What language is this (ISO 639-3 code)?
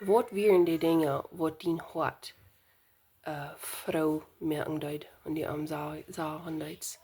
pdt